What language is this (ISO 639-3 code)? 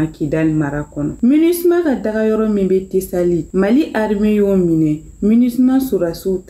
bam